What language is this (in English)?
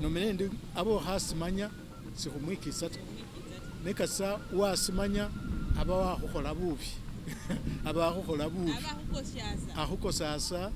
Masaaba